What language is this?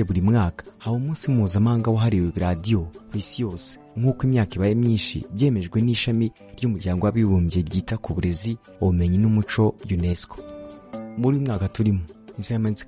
Kinyarwanda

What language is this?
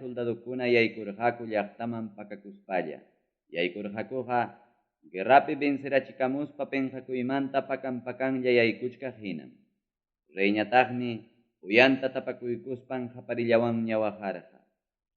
Ayacucho Quechua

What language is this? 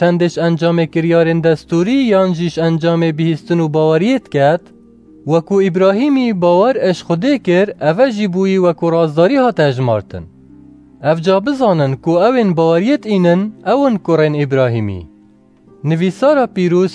Kurdish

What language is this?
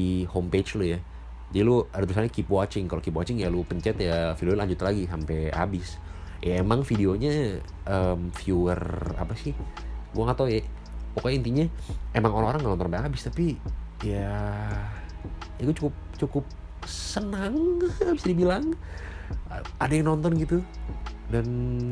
Indonesian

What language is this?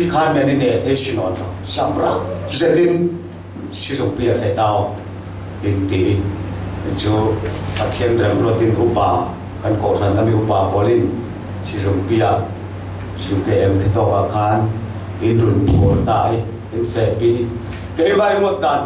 Falam Chin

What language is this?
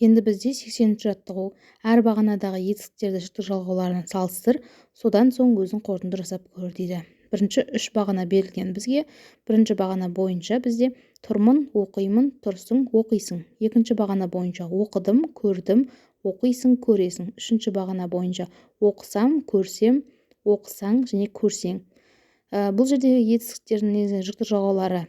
Kazakh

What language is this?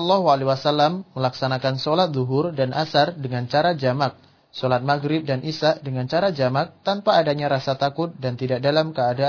Indonesian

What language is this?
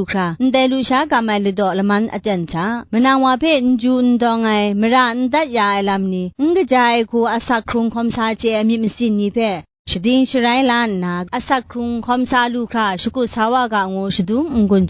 Kachin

